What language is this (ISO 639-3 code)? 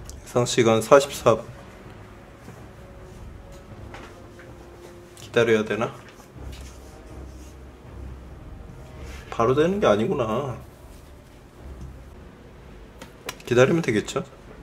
kor